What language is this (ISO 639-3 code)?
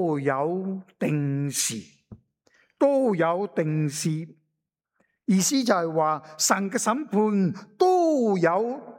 yue